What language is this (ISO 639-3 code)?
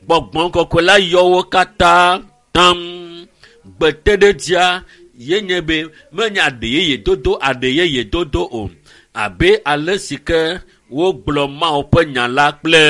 ewe